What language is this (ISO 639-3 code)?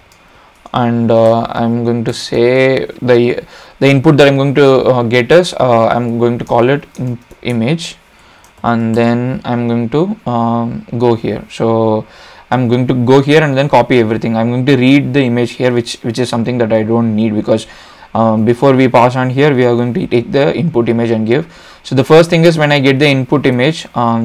eng